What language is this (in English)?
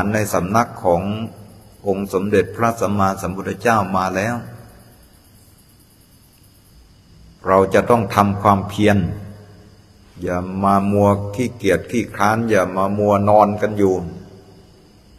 Thai